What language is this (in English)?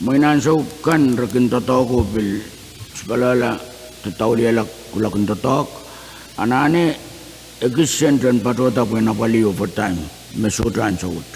Pohnpeian